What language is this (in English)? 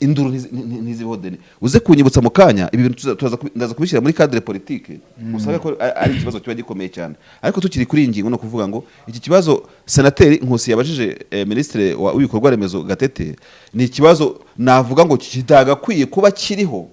Kinyarwanda